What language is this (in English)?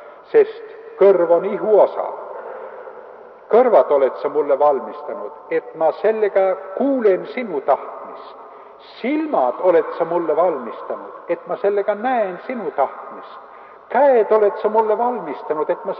Estonian